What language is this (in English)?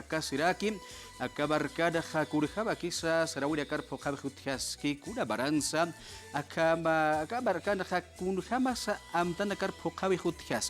Aymara